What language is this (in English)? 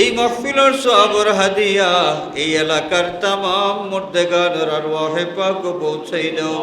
Sylheti